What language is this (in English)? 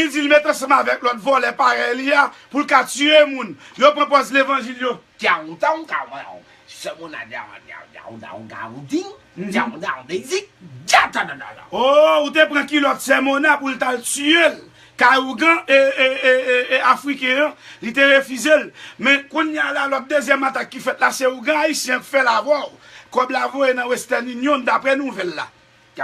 Haitian Creole